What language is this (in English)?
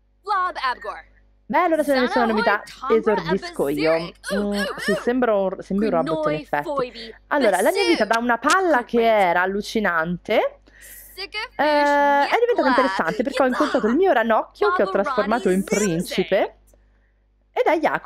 Italian